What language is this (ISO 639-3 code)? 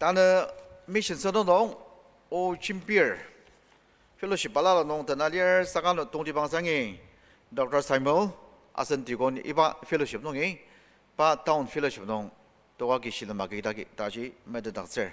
njo